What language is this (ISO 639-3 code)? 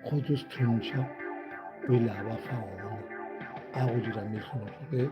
nso